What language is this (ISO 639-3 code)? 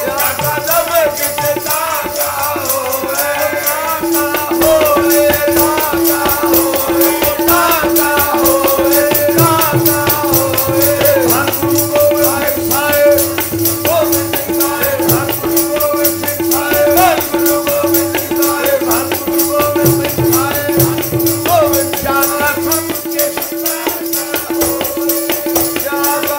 pan